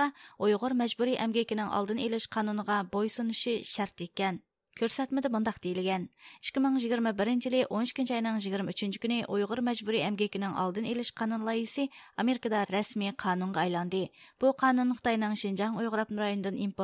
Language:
Uyghur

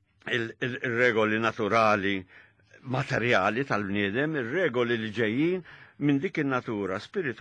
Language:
Maltese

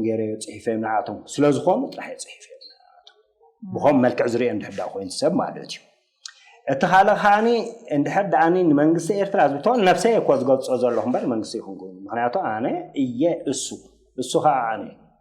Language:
Tigrinya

